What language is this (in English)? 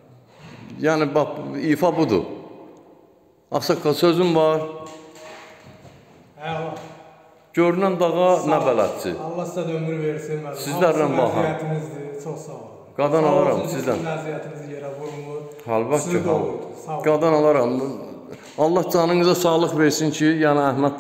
Azerbaijani